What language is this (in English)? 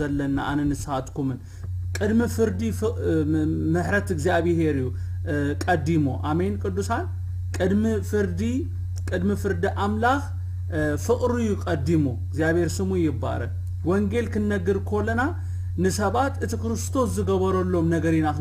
Tigrinya